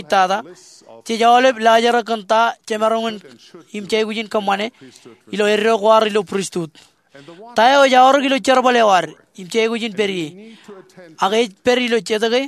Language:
Marshallese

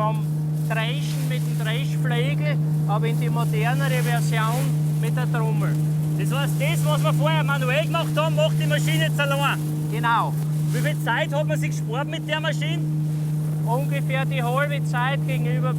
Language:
Bavarian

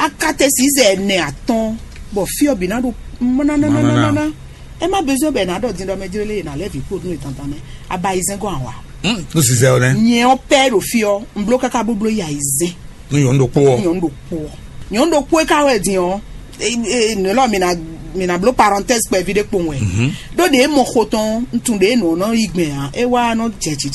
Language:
Fon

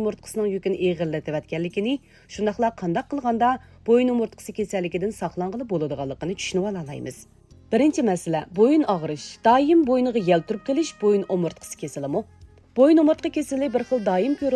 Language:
Uyghur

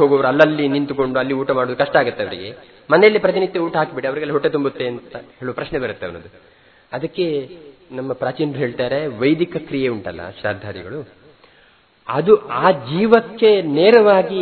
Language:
Kannada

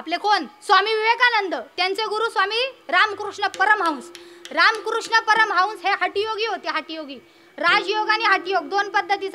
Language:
Marathi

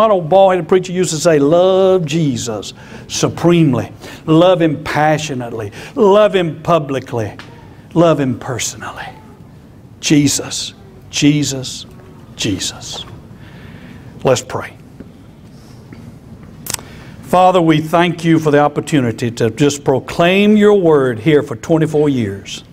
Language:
English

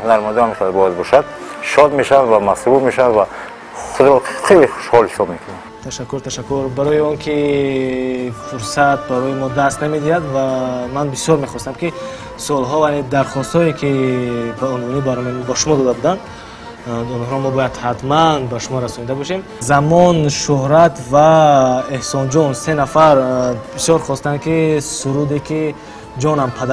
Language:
Tajik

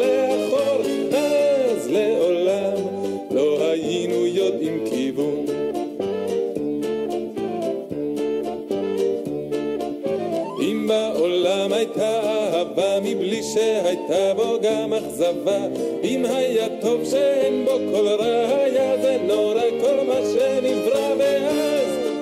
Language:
Hebrew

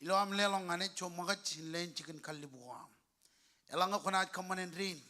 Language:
Marshallese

